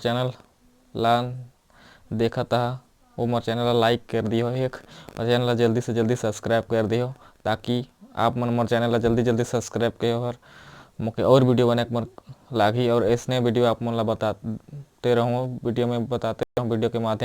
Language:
Chhattisgarhi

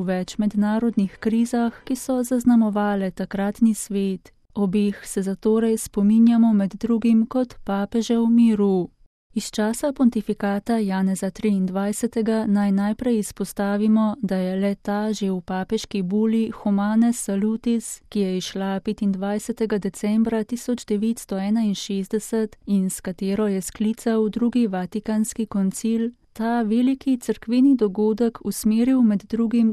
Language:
Slovenian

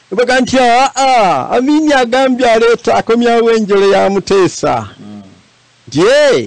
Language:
Ganda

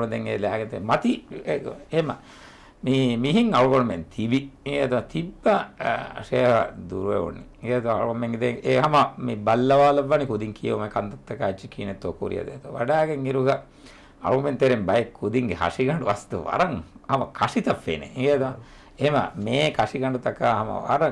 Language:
Divehi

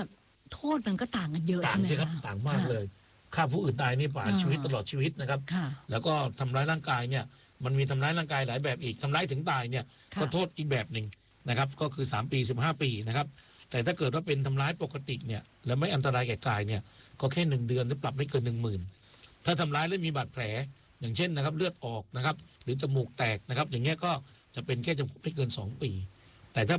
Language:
Thai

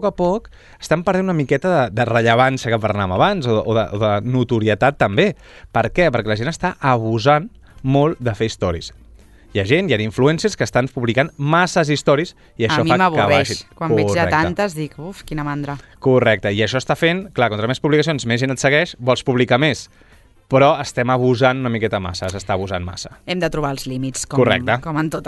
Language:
Catalan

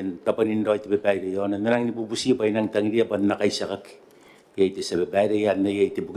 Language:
Gilbertese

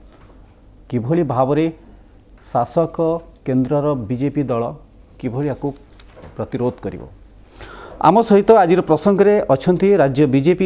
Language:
Odia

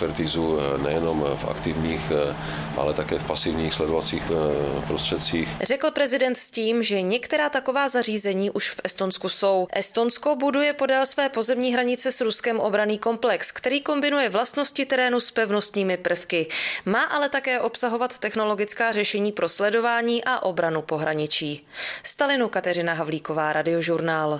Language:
Czech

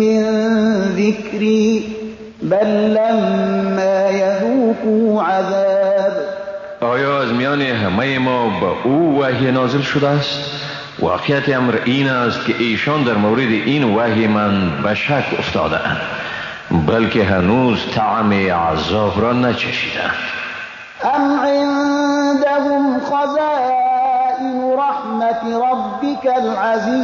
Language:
Persian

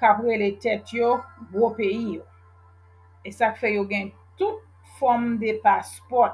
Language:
Haitian Creole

